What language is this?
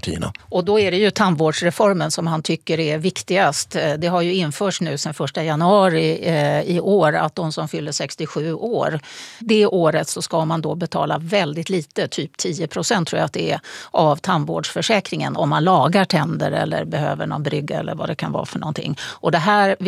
Swedish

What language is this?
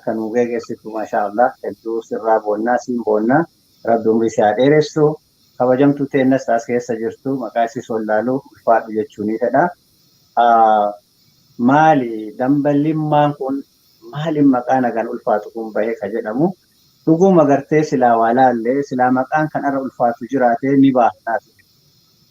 Oromo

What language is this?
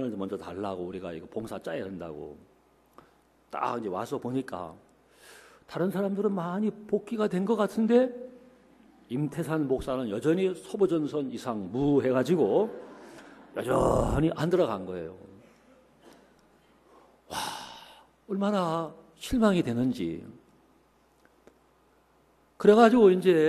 Korean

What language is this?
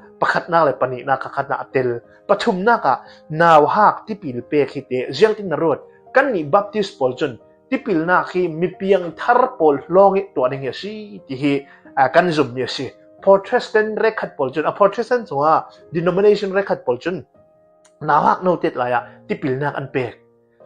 Hakha Chin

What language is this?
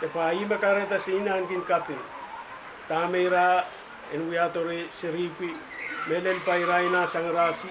Pohnpeian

